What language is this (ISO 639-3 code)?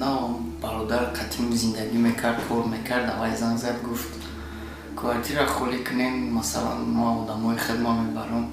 tgk